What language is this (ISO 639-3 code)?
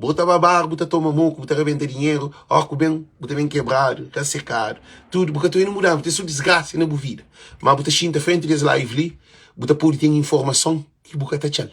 kea